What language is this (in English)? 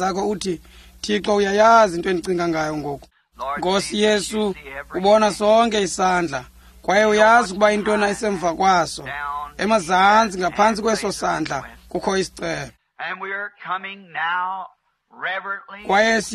Xhosa